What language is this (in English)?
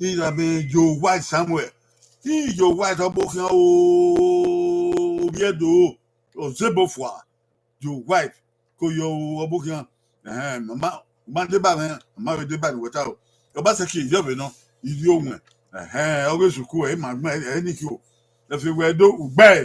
Bini